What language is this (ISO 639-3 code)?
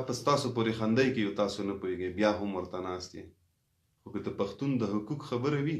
pus